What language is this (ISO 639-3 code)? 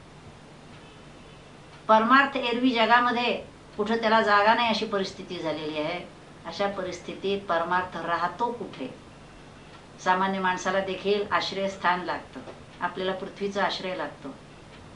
mar